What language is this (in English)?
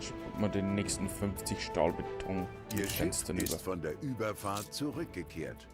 Bavarian